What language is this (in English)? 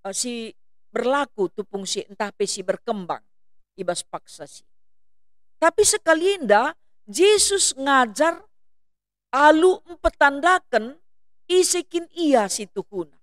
Batak Karo